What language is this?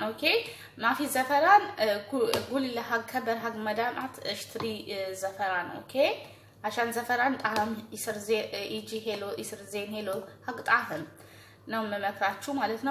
Amharic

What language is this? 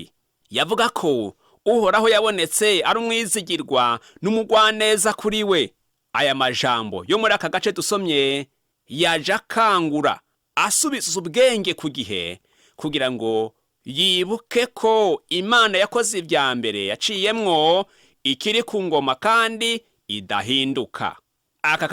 Rundi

